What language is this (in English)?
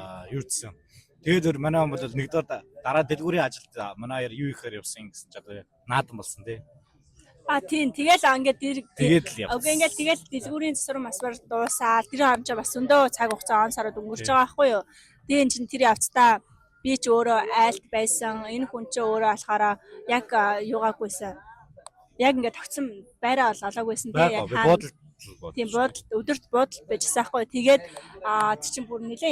Mongolian